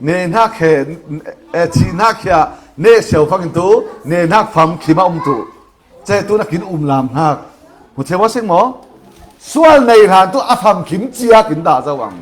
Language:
Falam Chin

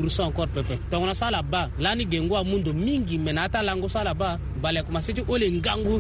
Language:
Sango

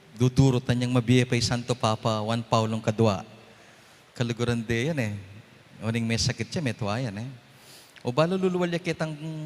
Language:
Pampanga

